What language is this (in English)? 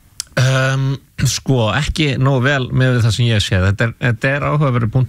Icelandic